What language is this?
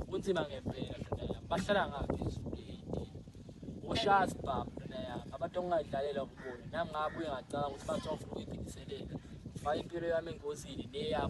Zulu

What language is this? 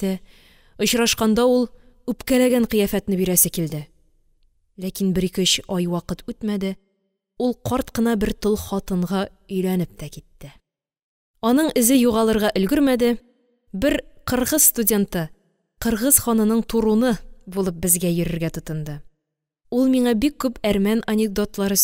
Tatar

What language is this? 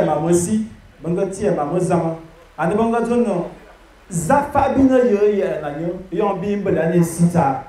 Fang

